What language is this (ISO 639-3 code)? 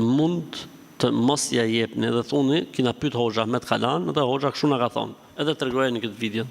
sqi